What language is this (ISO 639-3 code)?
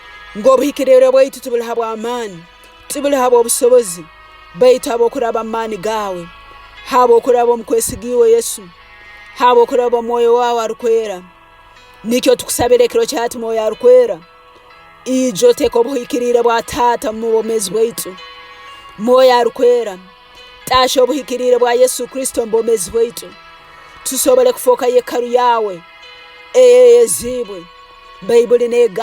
ttj